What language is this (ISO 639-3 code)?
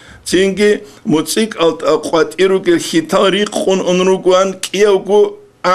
ava